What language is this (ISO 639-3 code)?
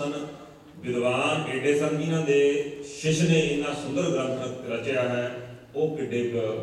pan